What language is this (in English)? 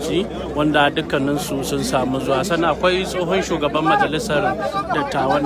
Hausa